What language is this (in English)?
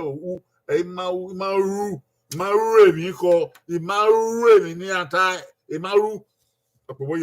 Bini